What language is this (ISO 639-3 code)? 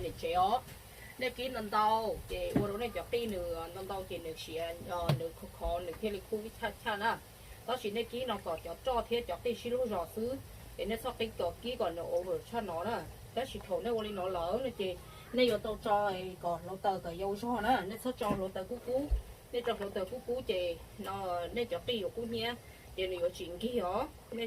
hmn